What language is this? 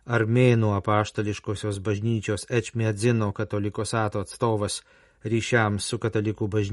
Lithuanian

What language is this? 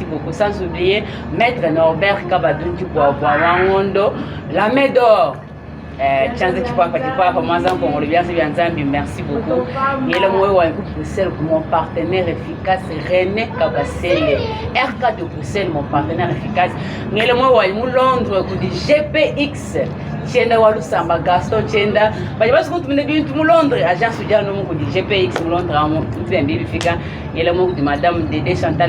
Luba-Lulua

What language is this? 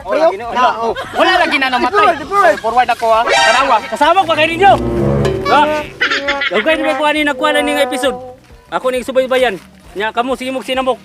Cebuano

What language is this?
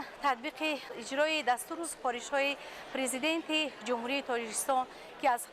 Tajik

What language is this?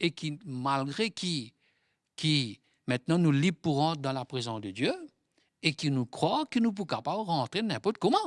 Morisyen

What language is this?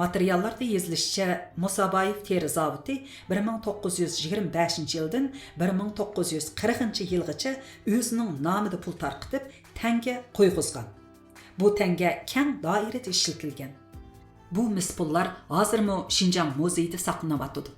Uyghur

